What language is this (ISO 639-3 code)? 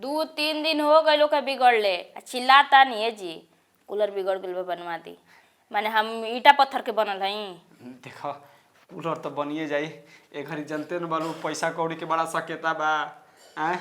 bho